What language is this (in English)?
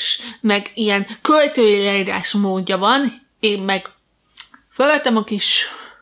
Hungarian